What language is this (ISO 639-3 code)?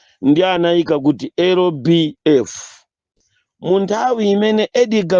nya